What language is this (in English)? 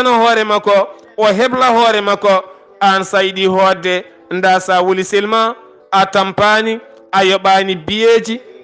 Fula